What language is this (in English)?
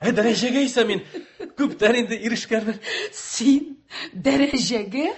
Tatar